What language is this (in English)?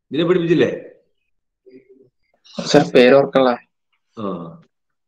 Malayalam